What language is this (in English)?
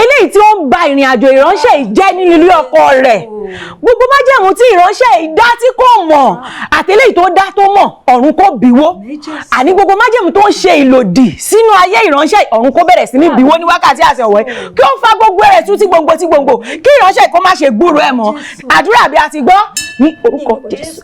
Yoruba